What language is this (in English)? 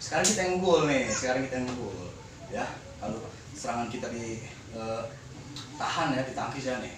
Betawi